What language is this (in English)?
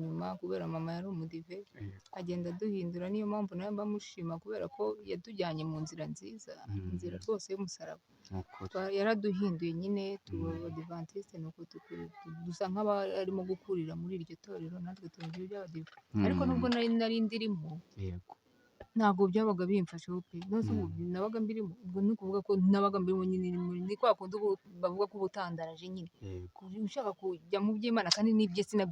Kinyarwanda